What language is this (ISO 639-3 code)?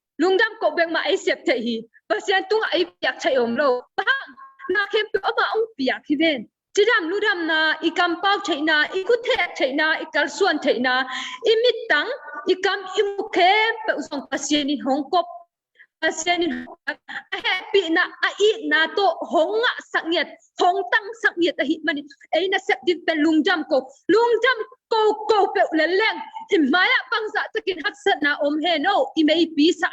ctd